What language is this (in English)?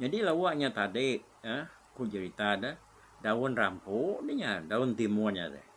Iban